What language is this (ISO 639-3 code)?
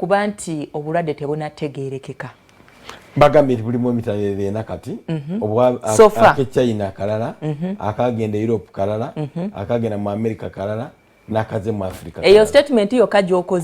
lug